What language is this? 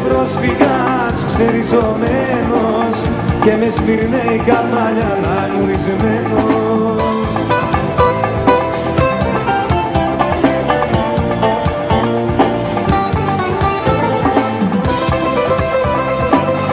Greek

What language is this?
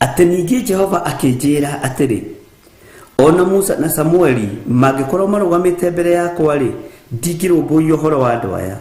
Kikuyu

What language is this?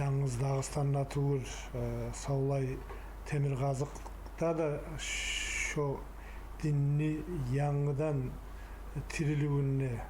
Kumyk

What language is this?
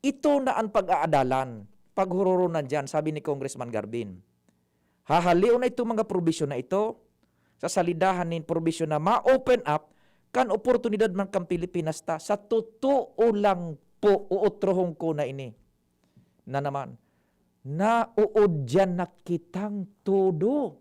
Bikol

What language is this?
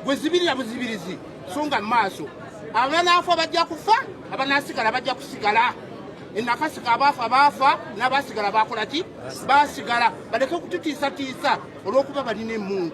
Ganda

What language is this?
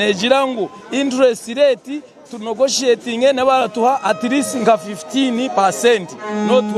Nyankole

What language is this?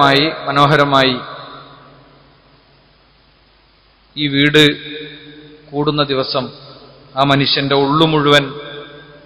Malayalam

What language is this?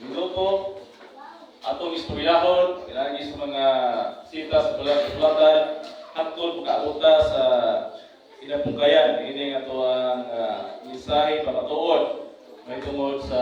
Cebuano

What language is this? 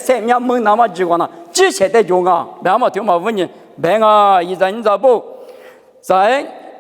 Lisu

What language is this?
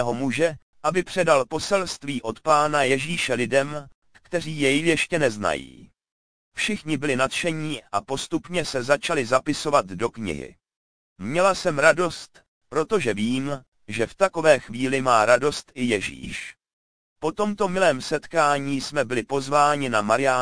Czech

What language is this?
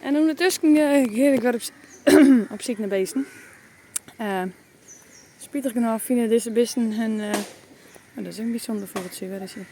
Western Frisian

